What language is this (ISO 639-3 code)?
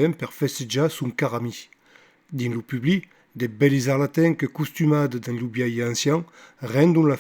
oci